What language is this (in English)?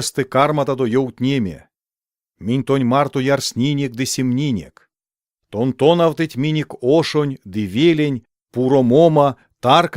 Erzya